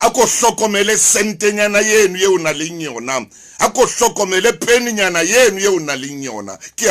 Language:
Southern Sotho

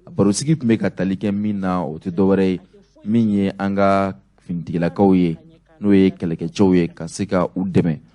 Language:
Bambara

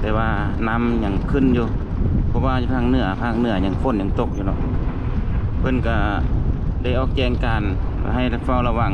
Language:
Lao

